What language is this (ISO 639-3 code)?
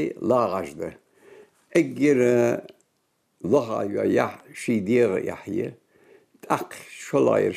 inh